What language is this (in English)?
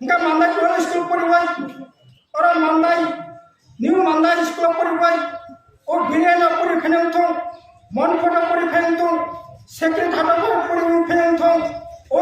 Kok Borok